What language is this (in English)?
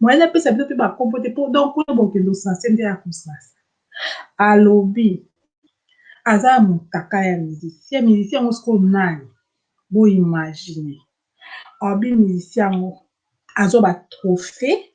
Lingala